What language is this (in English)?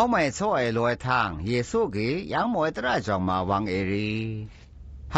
Zaiwa